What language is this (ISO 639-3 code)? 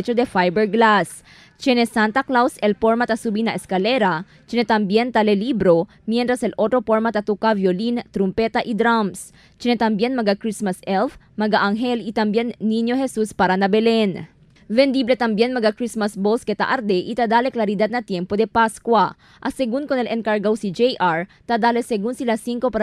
cbk